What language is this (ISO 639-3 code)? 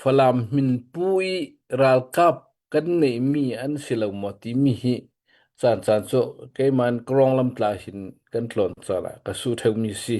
cnh